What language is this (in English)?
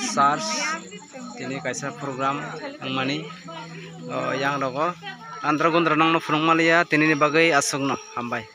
Kok Borok